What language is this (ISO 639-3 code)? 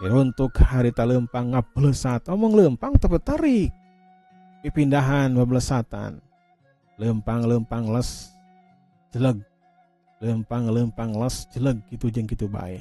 sun